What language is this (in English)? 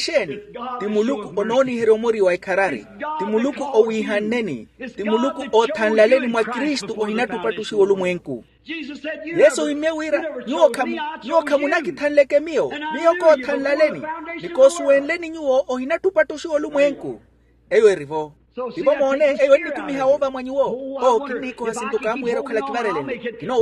Makhuwa